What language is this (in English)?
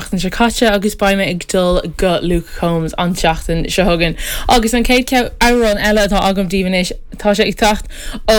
Irish